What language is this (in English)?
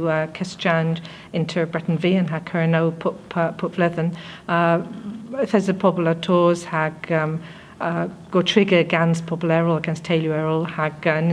Cornish